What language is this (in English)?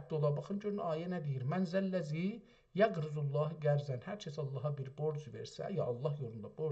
South Azerbaijani